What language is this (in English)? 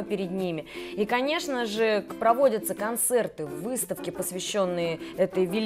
Russian